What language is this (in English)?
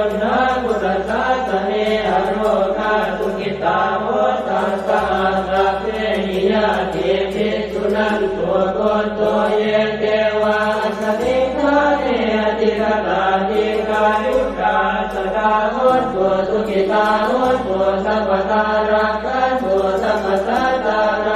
Pali